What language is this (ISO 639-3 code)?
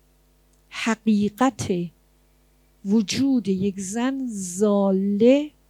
fas